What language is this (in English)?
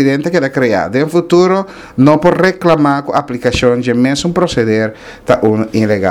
Papiamento